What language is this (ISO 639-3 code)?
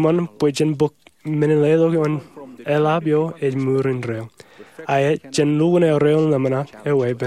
mah